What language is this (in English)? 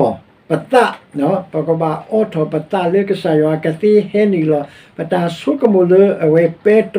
S'gaw Karen